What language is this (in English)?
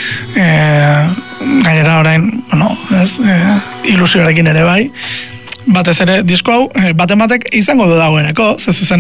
Basque